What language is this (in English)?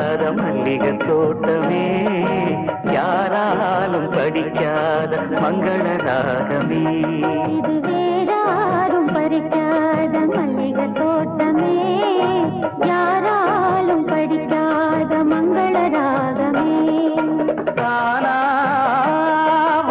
Tamil